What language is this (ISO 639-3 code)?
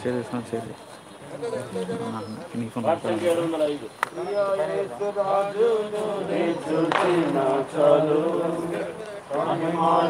tel